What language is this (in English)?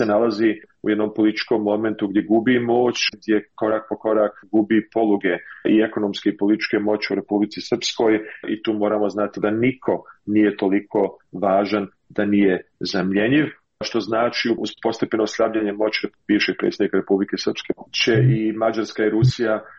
Serbian